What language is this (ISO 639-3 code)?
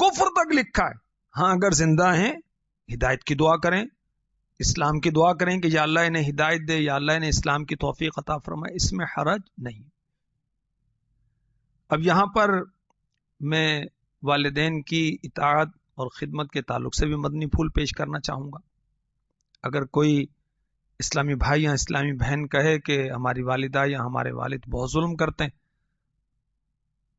urd